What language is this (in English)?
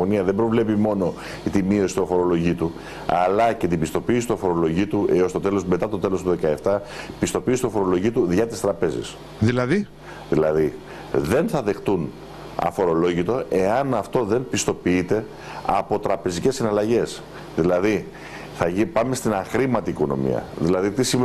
Greek